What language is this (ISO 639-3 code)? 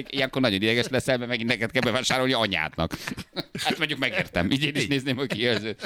hun